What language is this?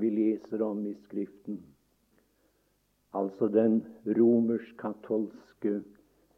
Norwegian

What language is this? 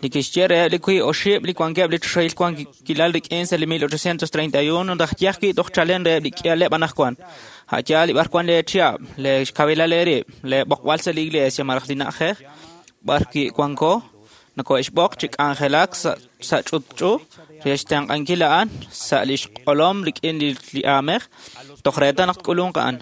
Kekchí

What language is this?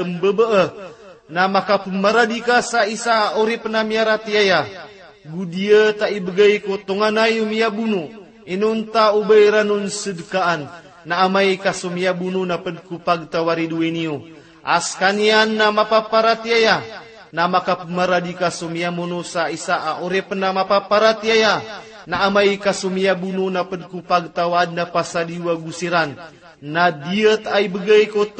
Maranao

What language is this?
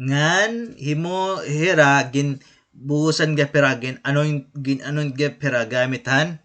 Waray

